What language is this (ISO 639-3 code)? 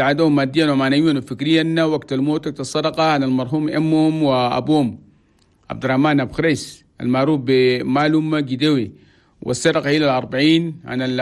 shu